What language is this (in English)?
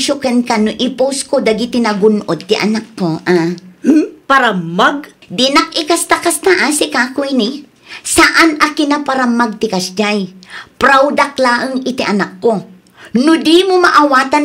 Iloko